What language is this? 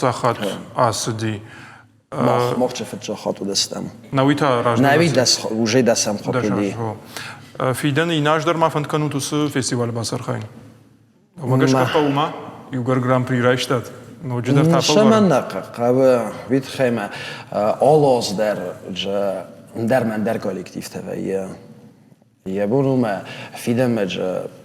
Ossetic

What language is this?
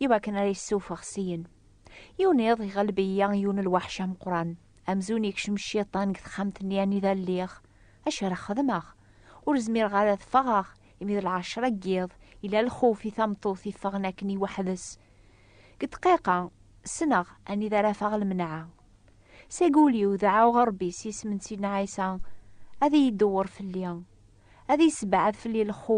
Kabyle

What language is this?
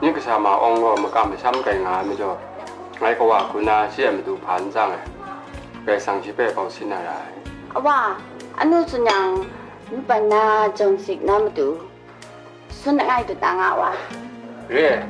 Kachin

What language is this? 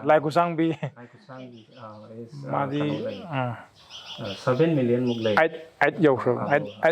Manipuri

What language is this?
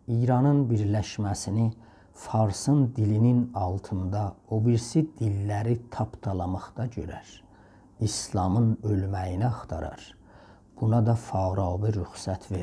South Azerbaijani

